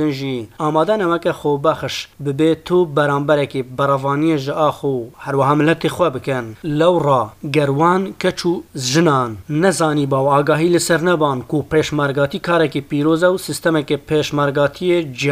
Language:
Kurdish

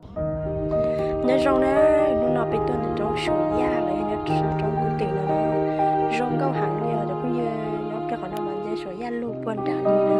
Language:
Hmong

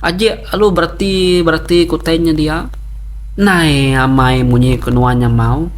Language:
Iban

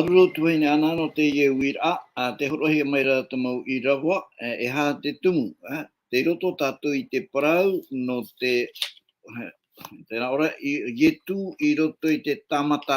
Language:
Tahitian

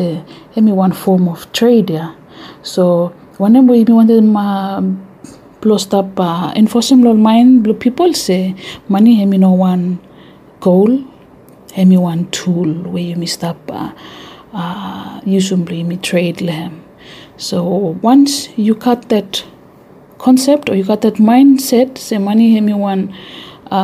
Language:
Bislama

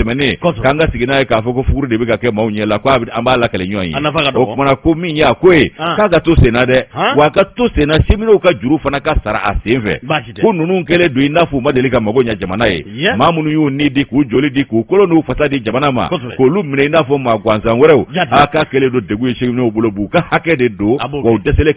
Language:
Bambara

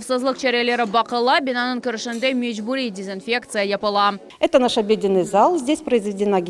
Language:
Crimean Tatar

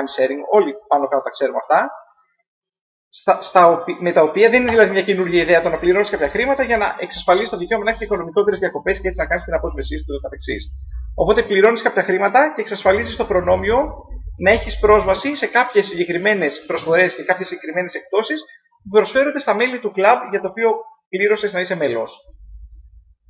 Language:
Greek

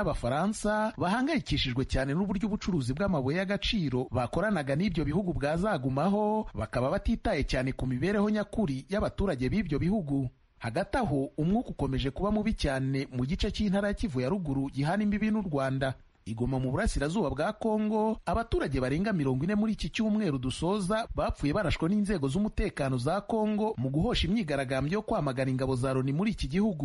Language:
Kinyarwanda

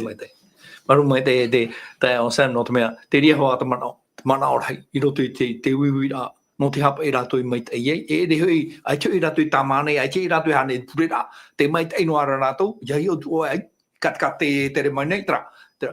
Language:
Tahitian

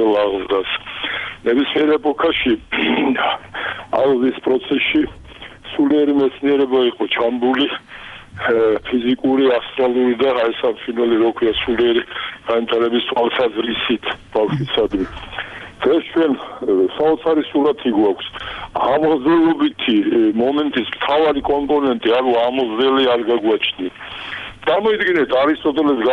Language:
Georgian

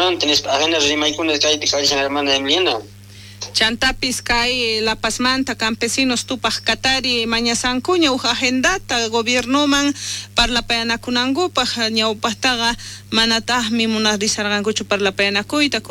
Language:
South Bolivian Quechua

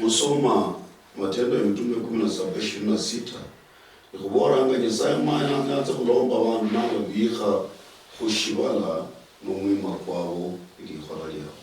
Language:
Luyia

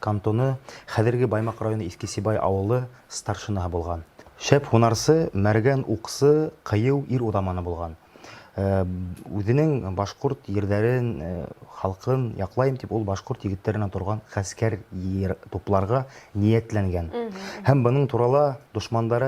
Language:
Bashkir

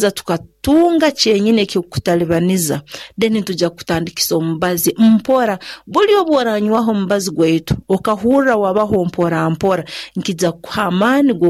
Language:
Nyoro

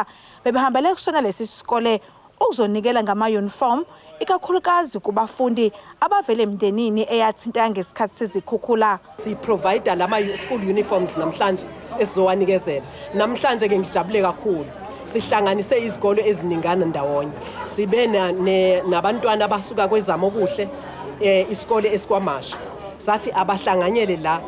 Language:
Zulu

